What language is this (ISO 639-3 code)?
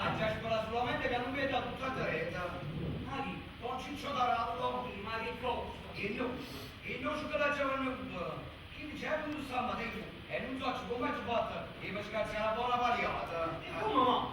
nap